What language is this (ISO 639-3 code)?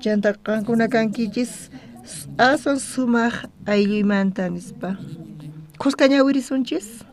quh